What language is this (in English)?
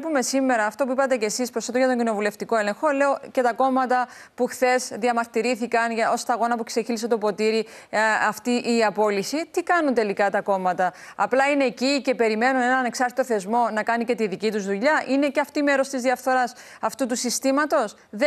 Greek